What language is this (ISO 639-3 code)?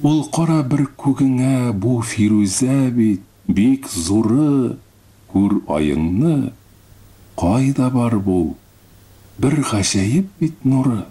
tat